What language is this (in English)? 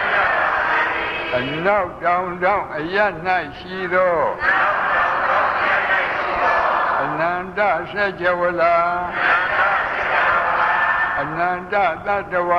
Burmese